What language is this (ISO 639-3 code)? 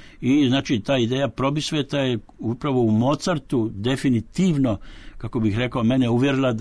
hrv